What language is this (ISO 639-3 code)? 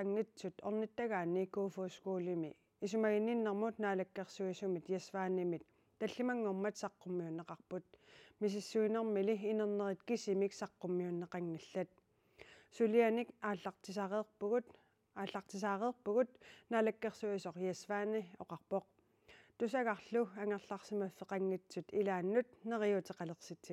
kal